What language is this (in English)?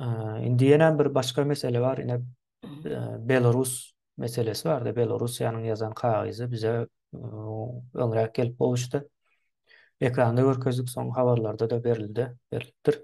Turkmen